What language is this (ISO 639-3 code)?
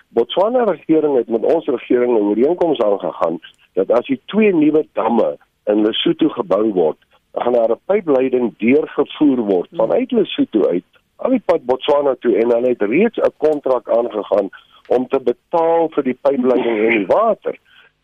afr